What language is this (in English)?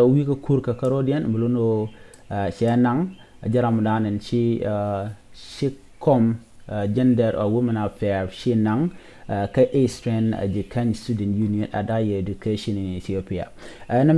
Nuer